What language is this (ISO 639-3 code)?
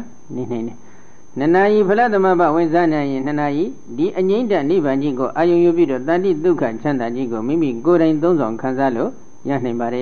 mya